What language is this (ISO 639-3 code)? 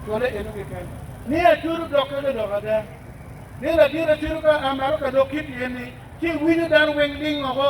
ach